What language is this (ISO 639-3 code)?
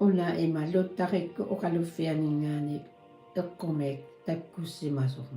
kal